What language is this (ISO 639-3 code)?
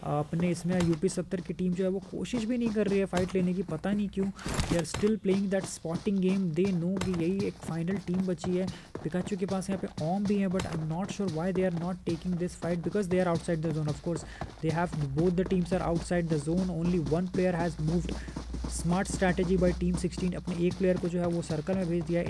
hin